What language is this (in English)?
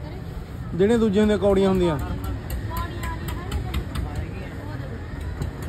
Punjabi